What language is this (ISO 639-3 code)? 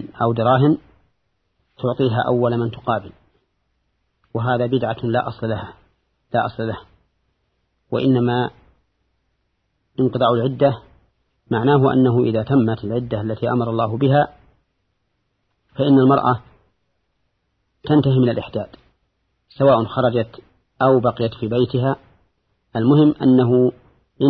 ara